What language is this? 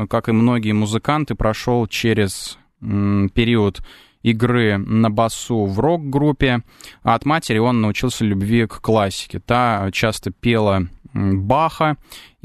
Russian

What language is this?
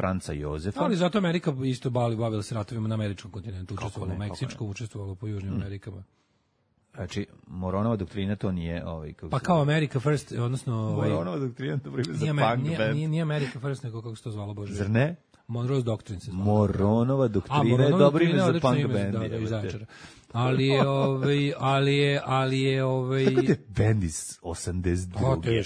Serbian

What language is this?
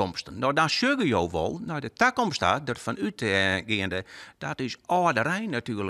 Western Frisian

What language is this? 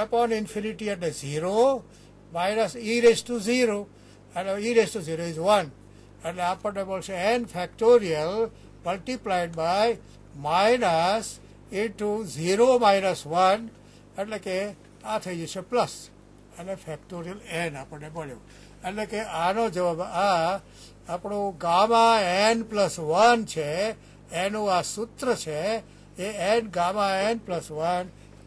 Gujarati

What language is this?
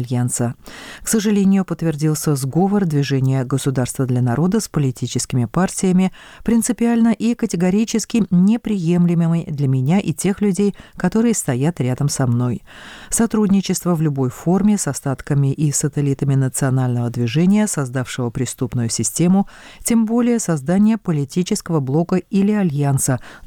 Russian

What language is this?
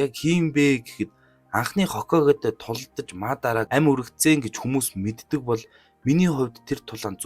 Mongolian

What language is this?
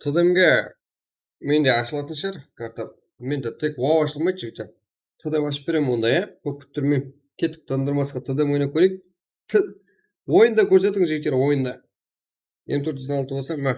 Kara-Kalpak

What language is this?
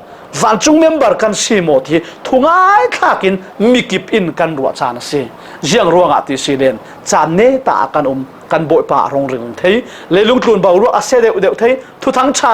Falam Chin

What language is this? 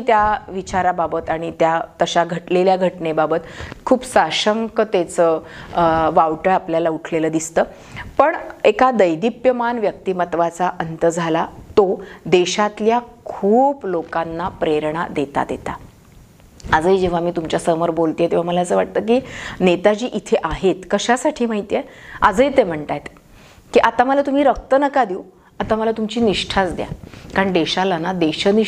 Marathi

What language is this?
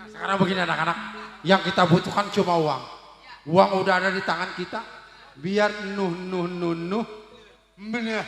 Betawi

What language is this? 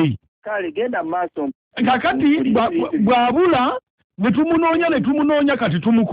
Ganda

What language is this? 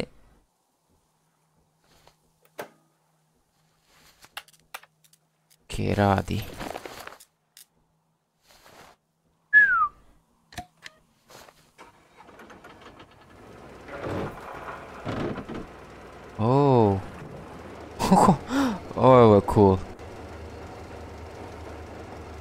Croatian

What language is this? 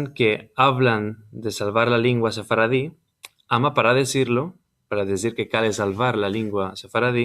Ladino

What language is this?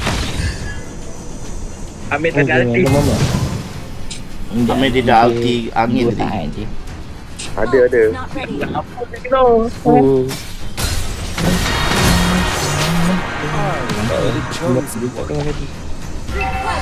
Malay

